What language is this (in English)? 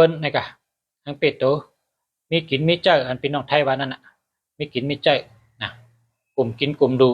Shan